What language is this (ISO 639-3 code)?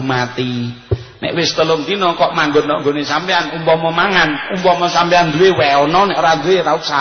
jav